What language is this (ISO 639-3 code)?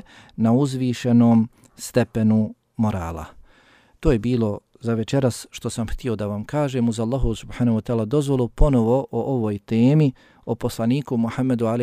bos